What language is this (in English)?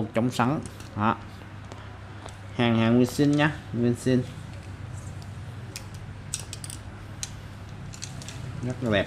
Vietnamese